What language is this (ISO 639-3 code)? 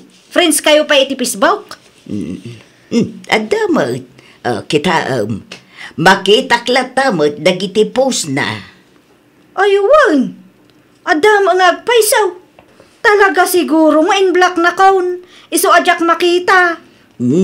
ilo